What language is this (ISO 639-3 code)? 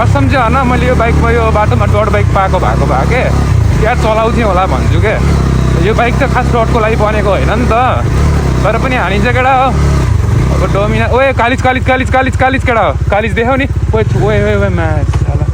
nep